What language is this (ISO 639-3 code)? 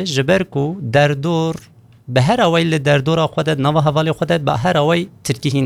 kur